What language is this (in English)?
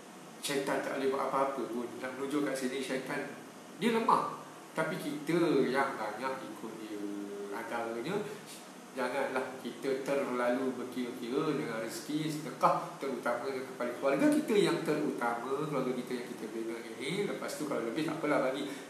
Malay